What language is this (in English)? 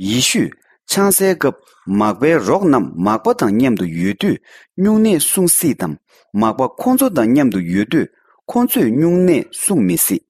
Tibetan